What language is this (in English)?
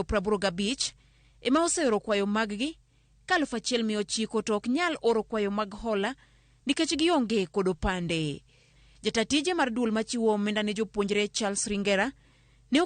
Luo (Kenya and Tanzania)